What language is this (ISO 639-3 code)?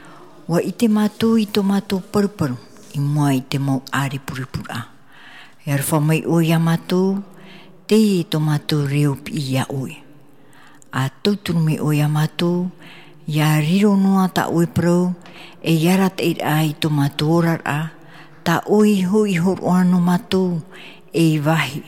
tah